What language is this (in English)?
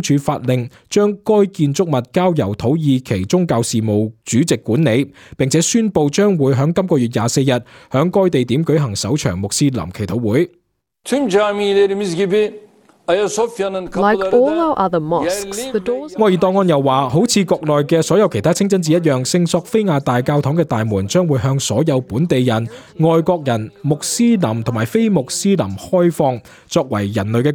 Cantonese